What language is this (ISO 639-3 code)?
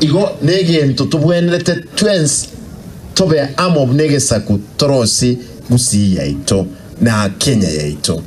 guz